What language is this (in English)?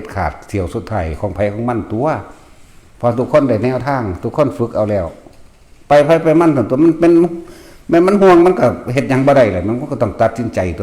Northeastern Thai